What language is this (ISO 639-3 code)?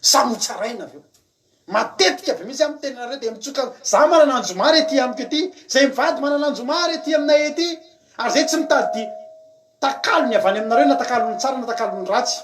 mlg